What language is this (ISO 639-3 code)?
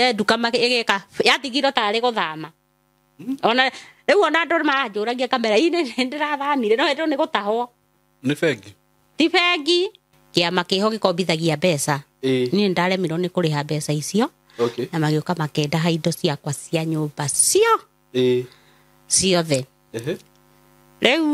kik